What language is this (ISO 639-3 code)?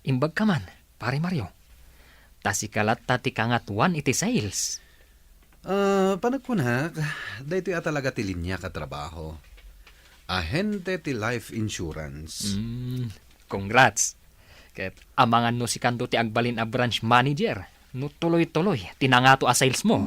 ilo